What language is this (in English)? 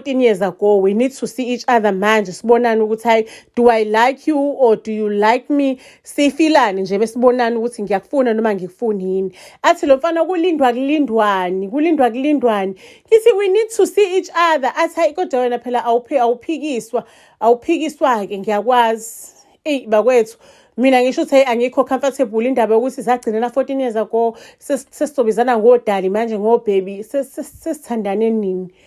Zulu